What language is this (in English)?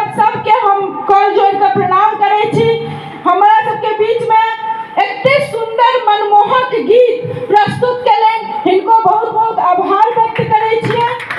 Maithili